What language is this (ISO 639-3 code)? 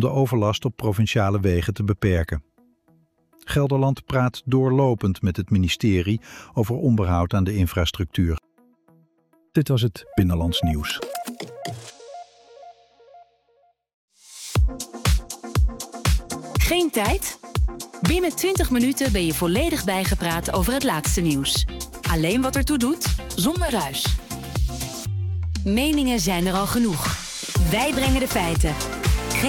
nld